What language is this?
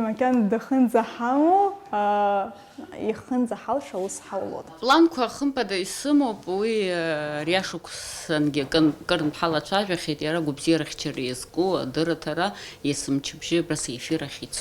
Abkhazian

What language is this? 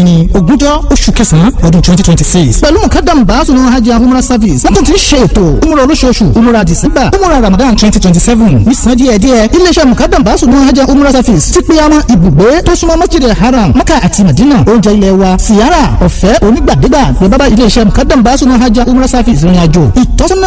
Yoruba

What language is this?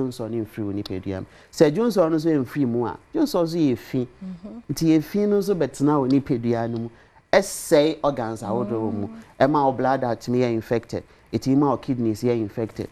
Akan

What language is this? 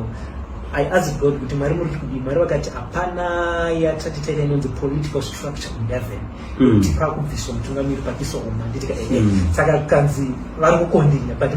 Shona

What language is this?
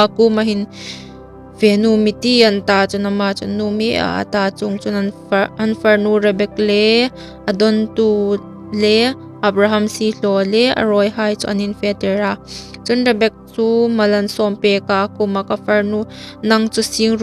Hmar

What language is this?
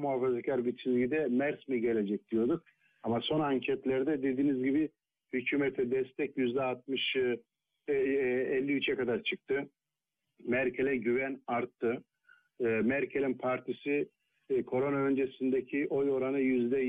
Turkish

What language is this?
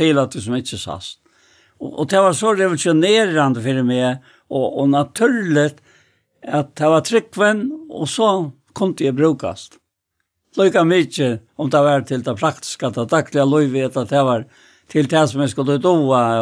Faroese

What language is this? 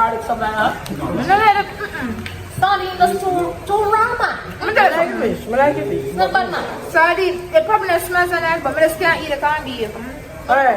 Jamaican Creole English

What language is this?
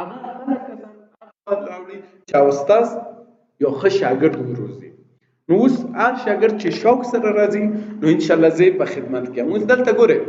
Pashto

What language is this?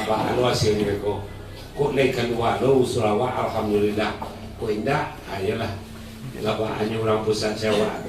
Minangkabau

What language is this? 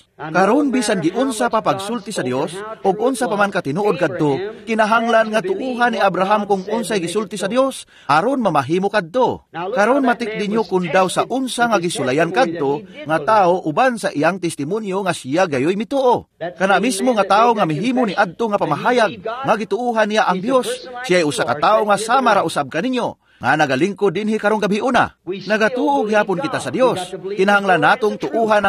Cebuano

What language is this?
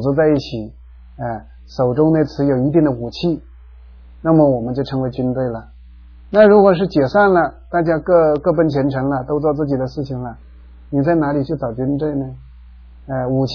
Chinese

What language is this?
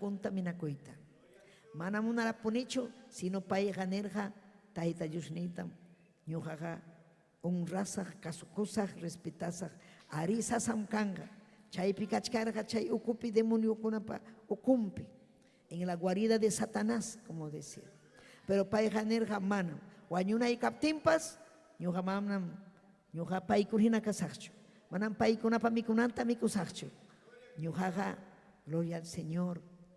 Ayacucho Quechua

